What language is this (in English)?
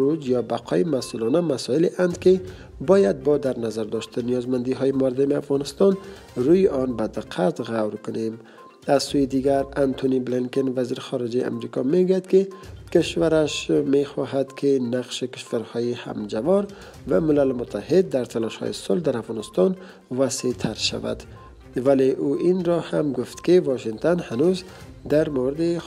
Persian